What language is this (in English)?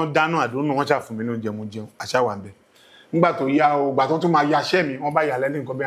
Yoruba